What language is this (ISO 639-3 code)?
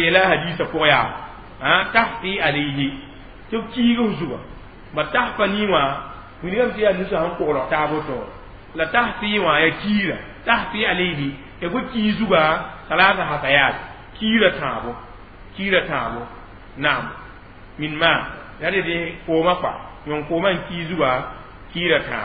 mos